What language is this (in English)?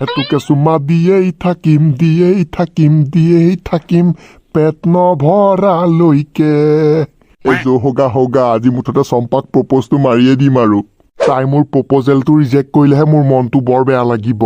Assamese